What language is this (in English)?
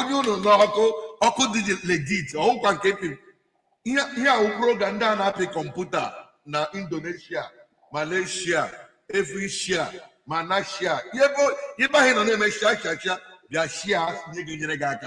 Igbo